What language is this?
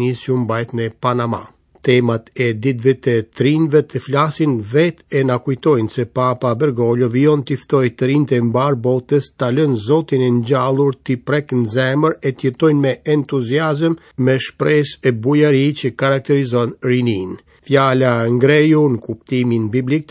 Albanian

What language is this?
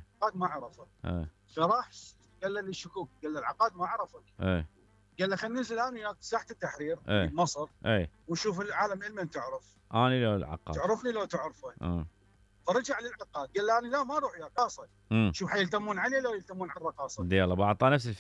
Mesopotamian Arabic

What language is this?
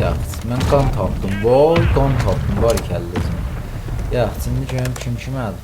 South Azerbaijani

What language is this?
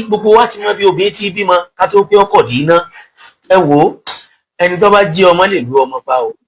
Yoruba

